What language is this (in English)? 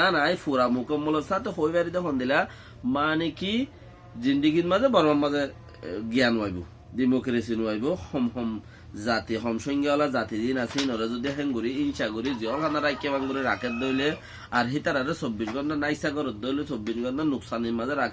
Rohingya